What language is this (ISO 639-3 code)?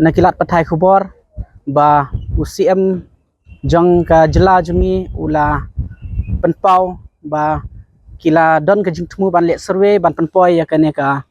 kha